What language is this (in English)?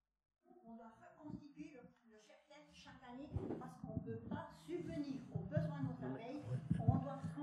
French